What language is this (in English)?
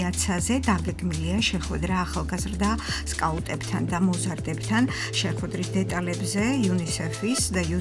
Georgian